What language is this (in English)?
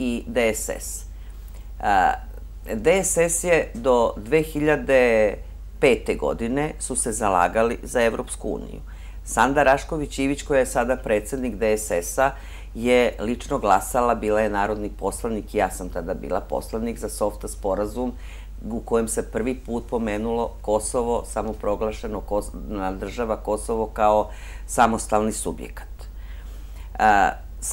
Serbian